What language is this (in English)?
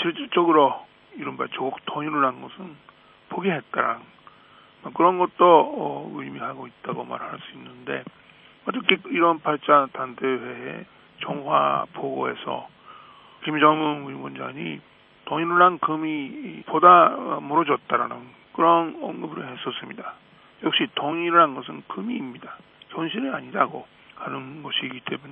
Korean